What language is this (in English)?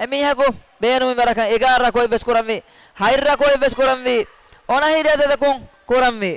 Divehi